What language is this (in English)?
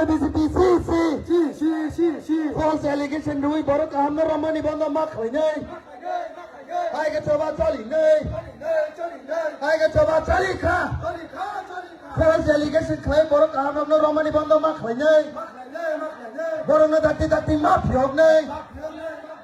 Kok Borok